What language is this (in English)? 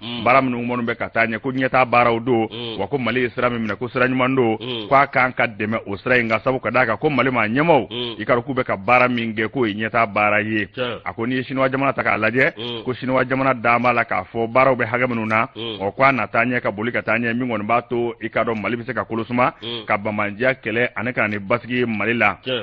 Bambara